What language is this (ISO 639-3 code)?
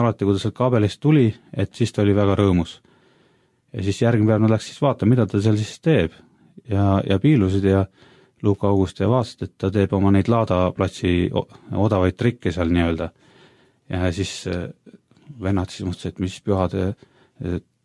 est